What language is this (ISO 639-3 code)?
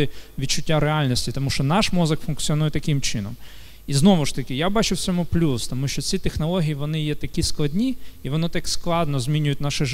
ukr